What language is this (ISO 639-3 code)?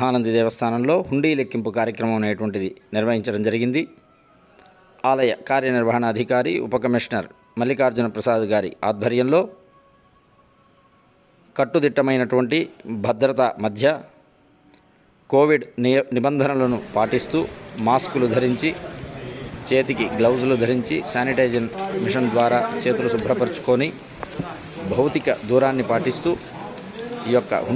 tel